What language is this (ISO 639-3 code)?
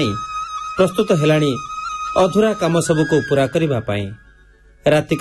ori